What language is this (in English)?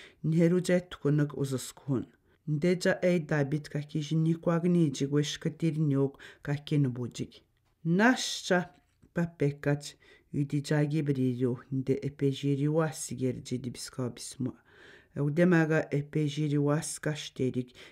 Atikamekw